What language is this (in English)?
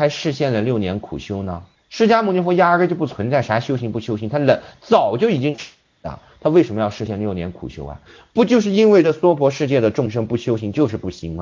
Chinese